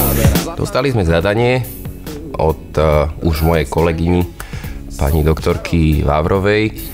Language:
Slovak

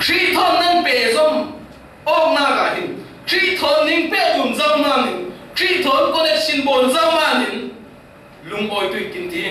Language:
Falam Chin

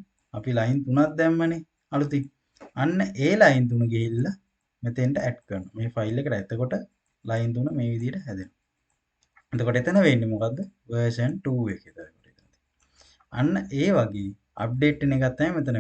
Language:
Sinhala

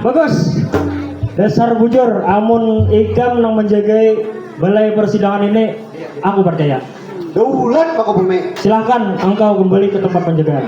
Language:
Banjar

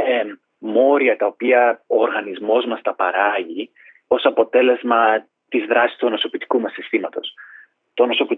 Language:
Greek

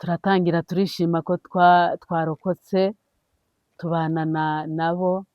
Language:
Kinyarwanda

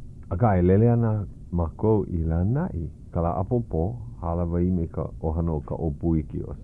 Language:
Hawaiian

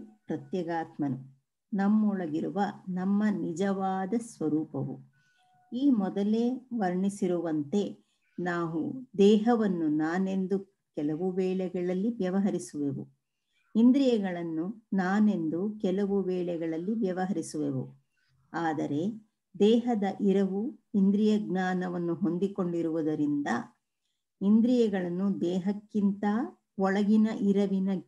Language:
Kannada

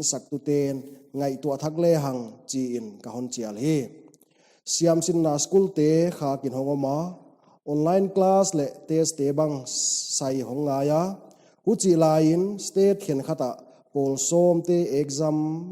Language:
Paite Chin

